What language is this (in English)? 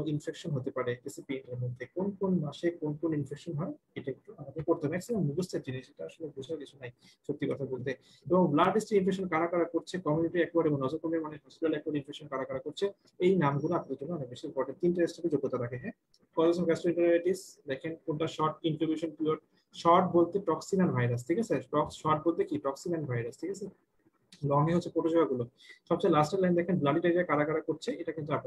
Bangla